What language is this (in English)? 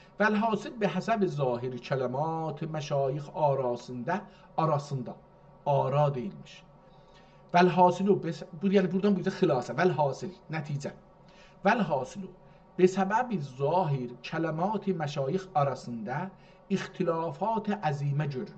South Azerbaijani